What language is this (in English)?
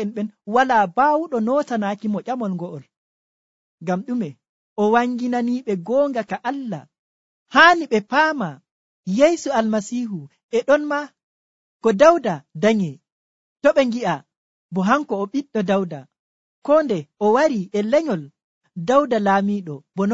Nigerian Fulfulde